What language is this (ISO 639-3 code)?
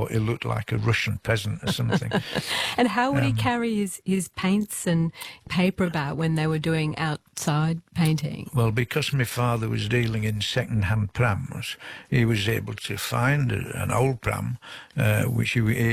eng